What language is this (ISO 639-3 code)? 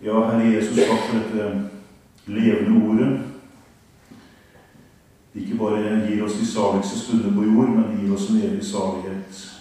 nor